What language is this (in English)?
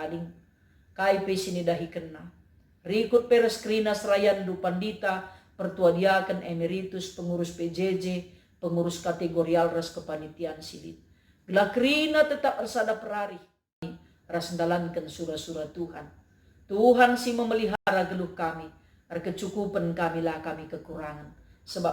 Batak Karo